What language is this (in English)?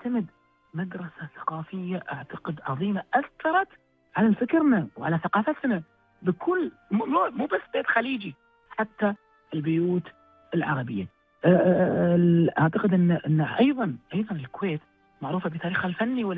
Gulf Arabic